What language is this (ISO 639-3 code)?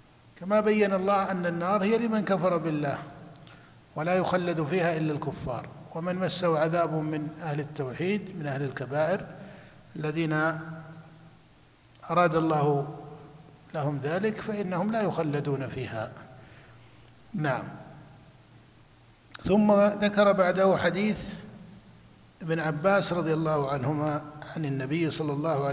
ara